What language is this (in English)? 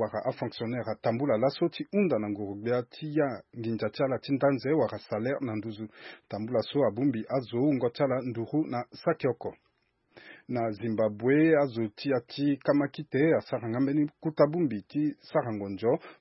Sango